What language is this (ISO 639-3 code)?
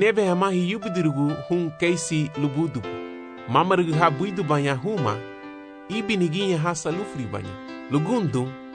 cab